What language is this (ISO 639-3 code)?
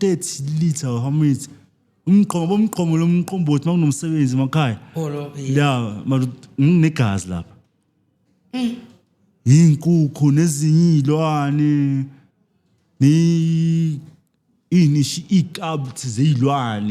zul